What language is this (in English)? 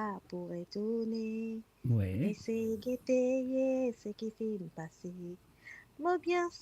Morisyen